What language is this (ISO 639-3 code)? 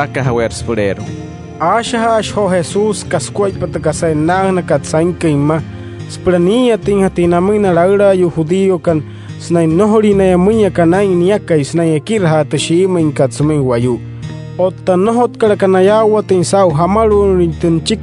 guc